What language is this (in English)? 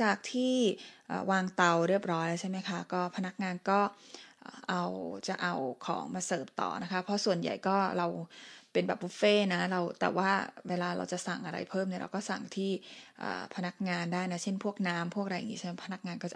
Thai